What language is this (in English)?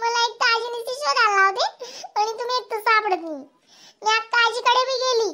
Khandesi